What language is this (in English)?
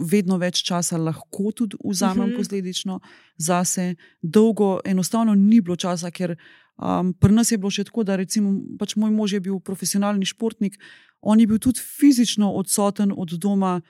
Slovenian